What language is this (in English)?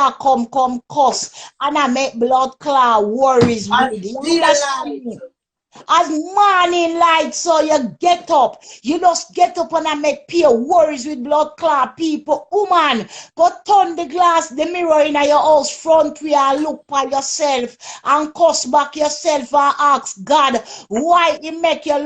Jamaican Creole English